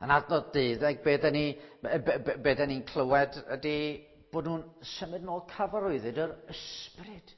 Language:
Welsh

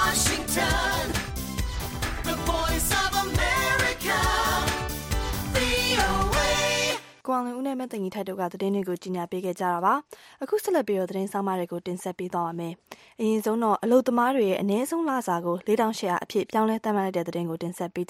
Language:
Burmese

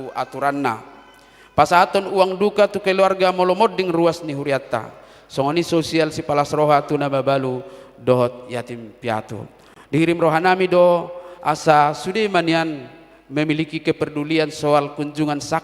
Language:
Batak Toba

